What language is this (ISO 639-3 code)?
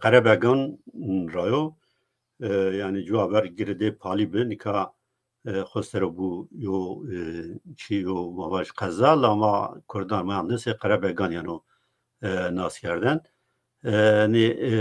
zza